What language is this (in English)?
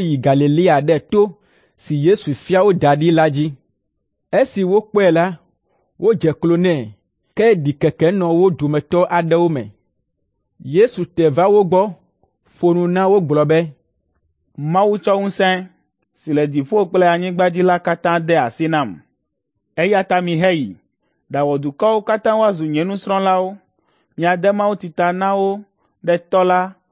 Ewe